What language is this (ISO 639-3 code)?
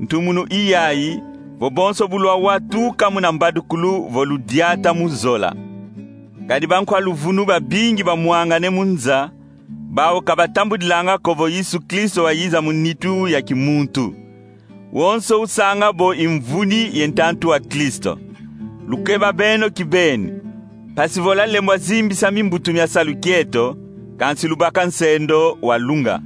kon